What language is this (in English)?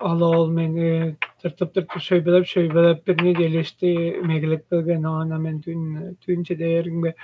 Tuvinian